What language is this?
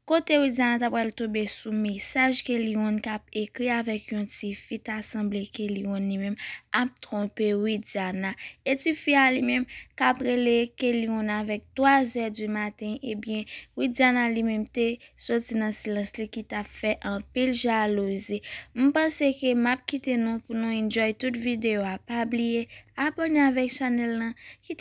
Haitian Creole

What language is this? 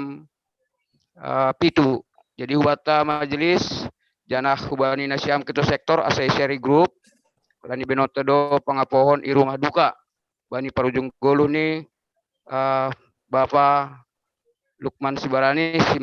Batak Simalungun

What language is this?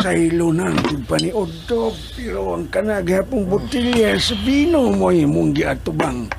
Cebuano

